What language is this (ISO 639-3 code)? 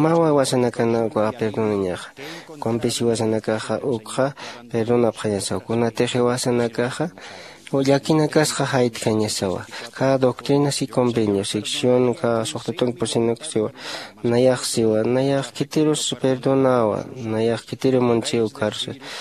aym